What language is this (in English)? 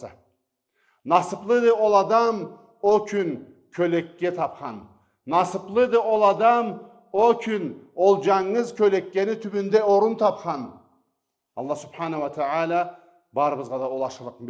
Karachay-Balkar